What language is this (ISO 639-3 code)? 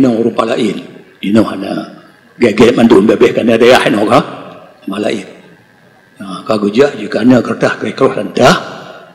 ace